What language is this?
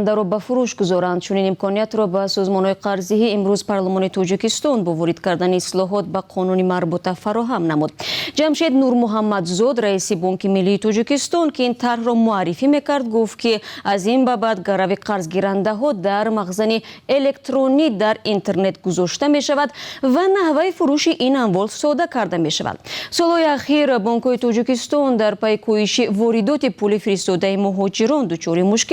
Tajik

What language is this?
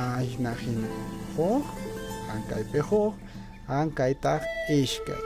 Quechua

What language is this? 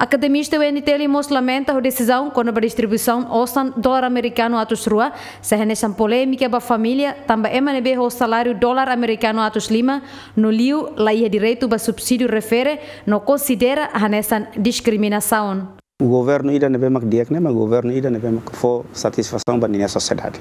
Tetum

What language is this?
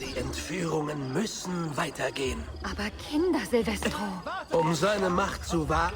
Bavarian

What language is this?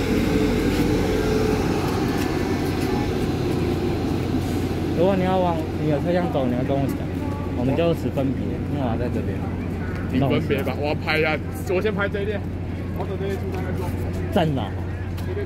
Chinese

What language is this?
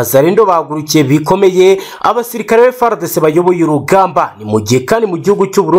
Kinyarwanda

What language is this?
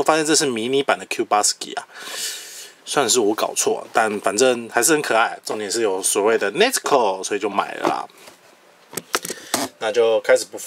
Chinese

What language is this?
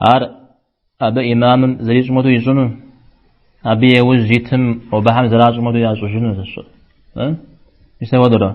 Kabardian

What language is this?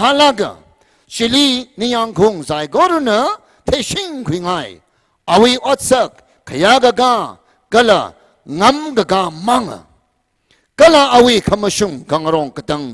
Tangkhul Naga (India)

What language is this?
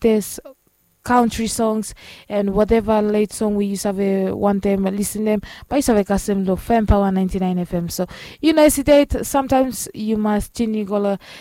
Bislama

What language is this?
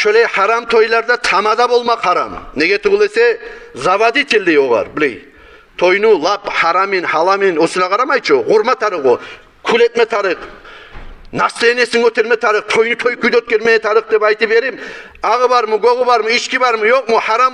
Kumyk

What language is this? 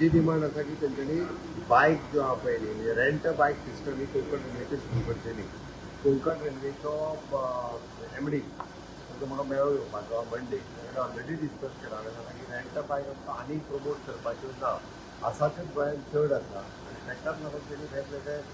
Konkani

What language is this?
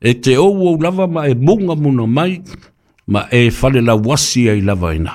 Samoan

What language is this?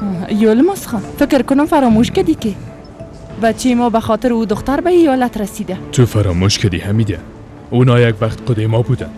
Persian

